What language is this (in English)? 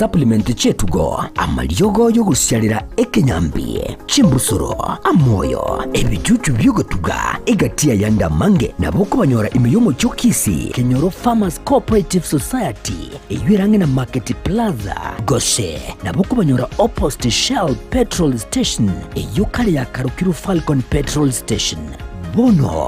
Gusii